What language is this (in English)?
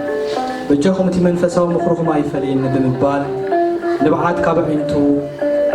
Tigrinya